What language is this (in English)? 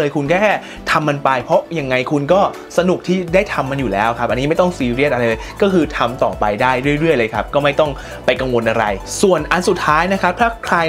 Thai